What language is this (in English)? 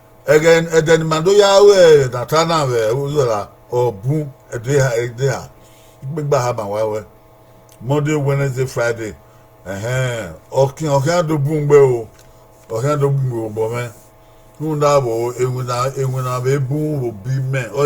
Bini